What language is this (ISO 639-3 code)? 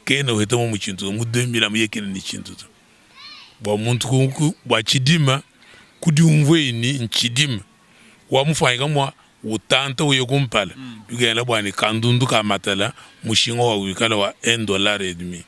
lua